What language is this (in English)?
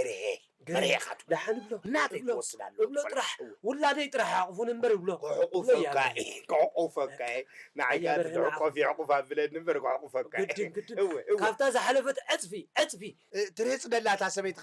Tigrinya